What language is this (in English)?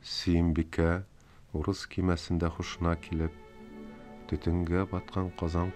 Tatar